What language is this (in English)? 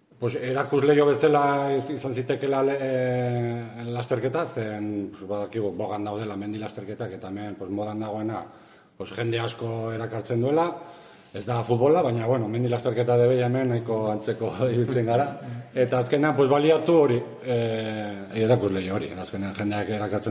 Basque